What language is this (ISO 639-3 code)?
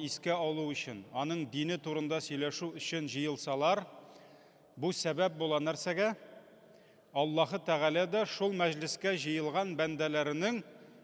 tat